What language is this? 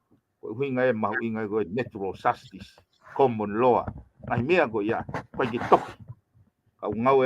Tongan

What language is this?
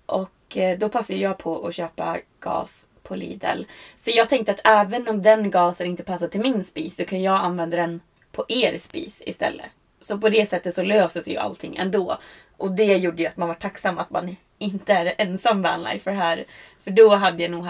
Swedish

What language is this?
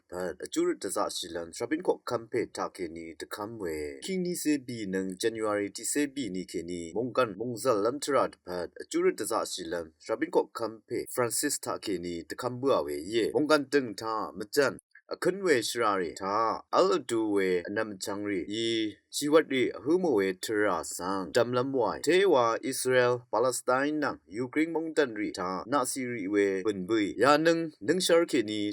Rawang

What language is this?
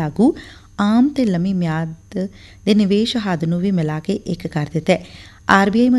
Punjabi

